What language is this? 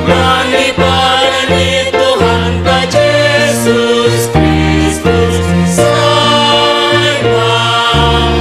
Batak Simalungun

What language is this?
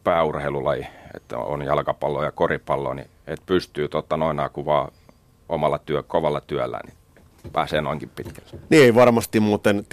Finnish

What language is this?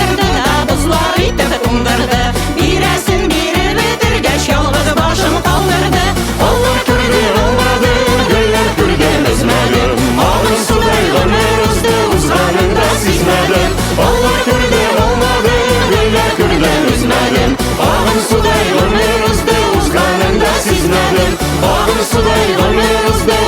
Tatar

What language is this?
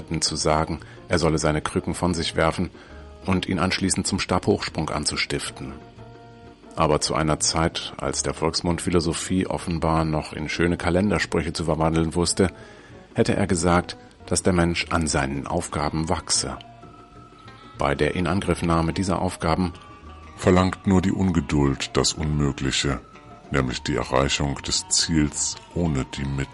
German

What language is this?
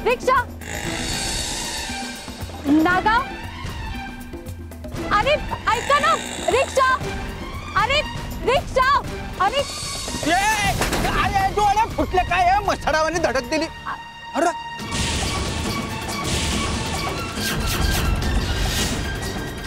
Marathi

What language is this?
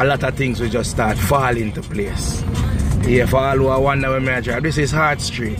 Jamaican Creole English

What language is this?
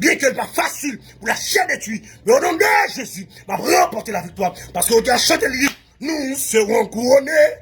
Haitian Creole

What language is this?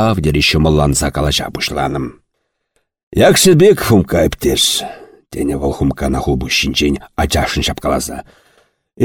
Chuvash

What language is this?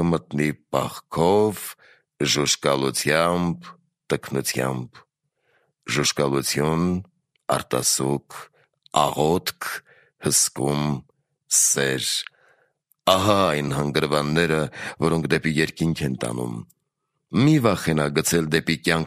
Armenian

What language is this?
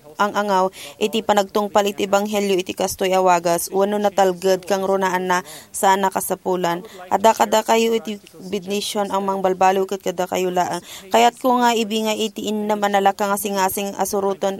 Iloko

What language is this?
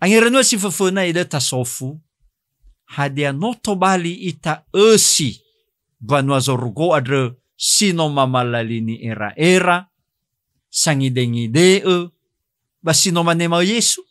Nias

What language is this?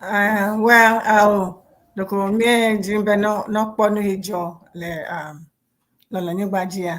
Ewe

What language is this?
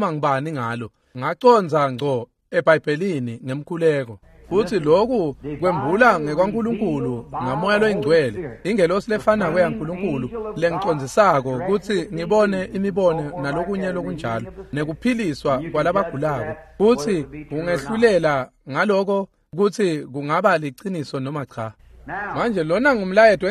Swati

